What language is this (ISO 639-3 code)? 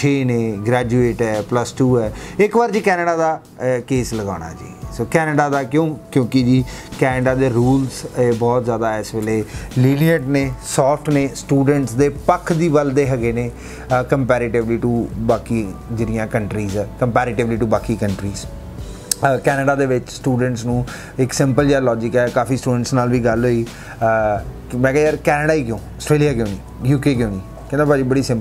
pan